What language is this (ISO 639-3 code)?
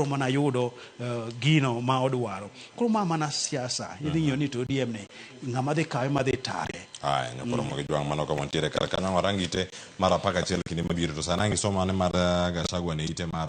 luo